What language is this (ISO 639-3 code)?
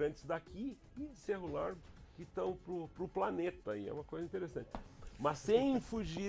por